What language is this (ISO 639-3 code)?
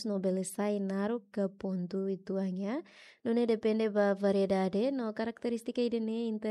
tet